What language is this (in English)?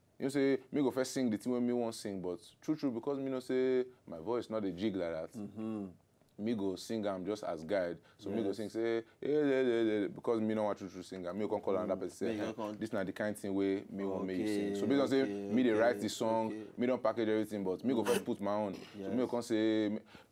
Nigerian Pidgin